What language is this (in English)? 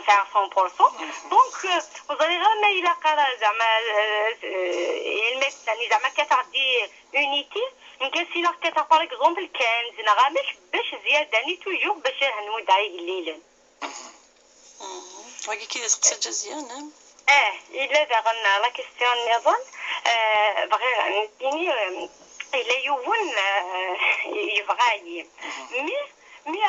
Kabyle